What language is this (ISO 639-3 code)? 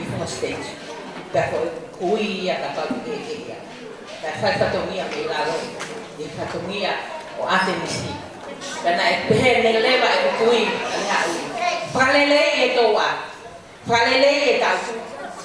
ton